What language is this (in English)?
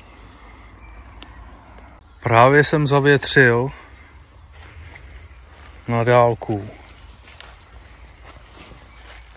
Czech